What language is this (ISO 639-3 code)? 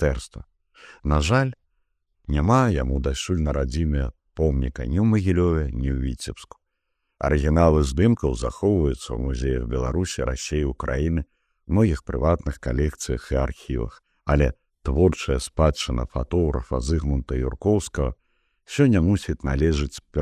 bel